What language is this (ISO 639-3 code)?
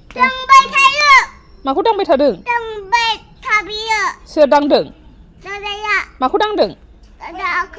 brx